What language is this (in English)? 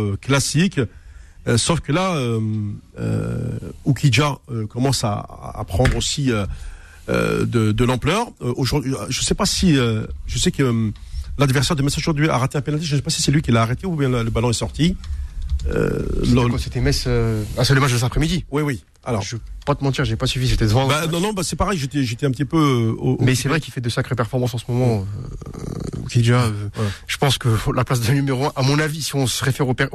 French